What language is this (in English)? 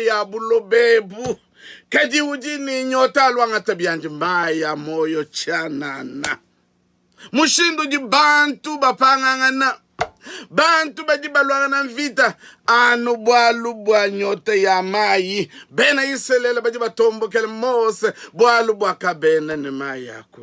Luba-Lulua